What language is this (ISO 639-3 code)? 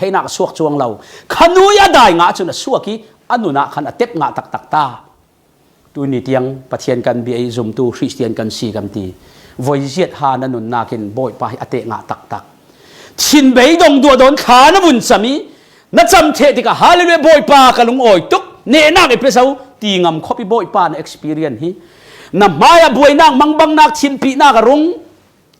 cfm